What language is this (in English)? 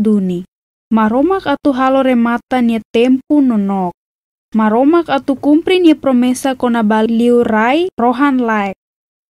Tetum